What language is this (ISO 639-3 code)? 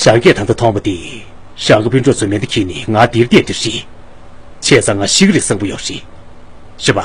bod